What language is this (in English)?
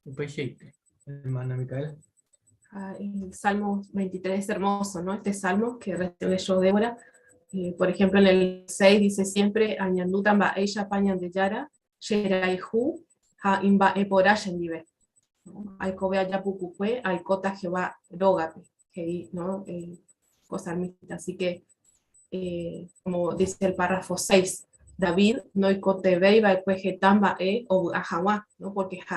Guarani